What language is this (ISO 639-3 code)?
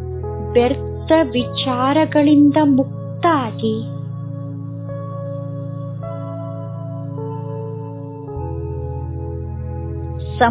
kan